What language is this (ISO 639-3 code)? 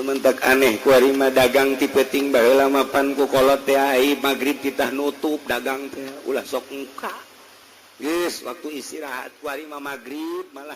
sun